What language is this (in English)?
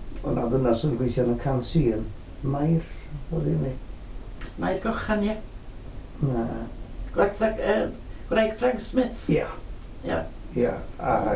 Welsh